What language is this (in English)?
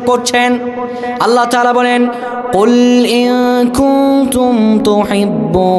Bangla